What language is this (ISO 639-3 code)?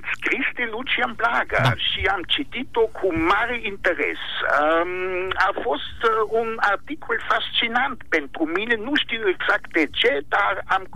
ron